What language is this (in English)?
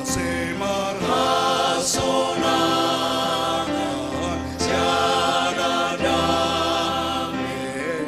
Batak Simalungun